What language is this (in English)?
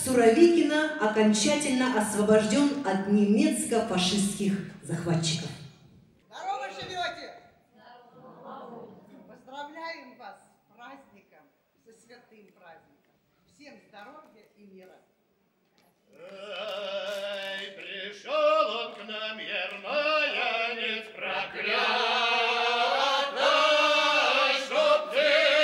Russian